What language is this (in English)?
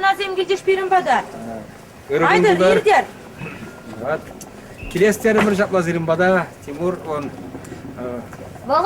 Chuvash